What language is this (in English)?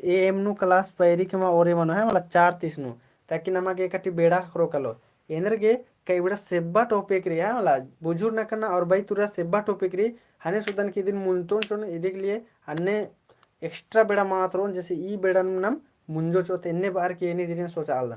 Kurukh